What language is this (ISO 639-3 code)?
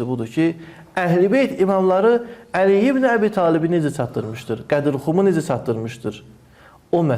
aze